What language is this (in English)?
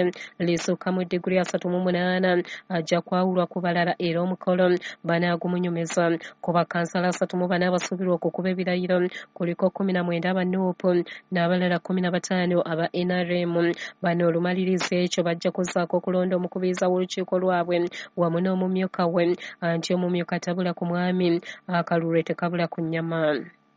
Ganda